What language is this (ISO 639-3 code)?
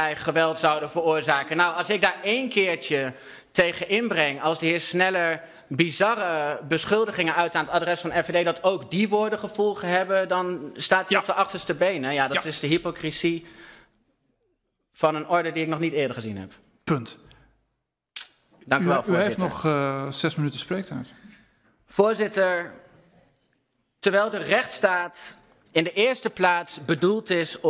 nld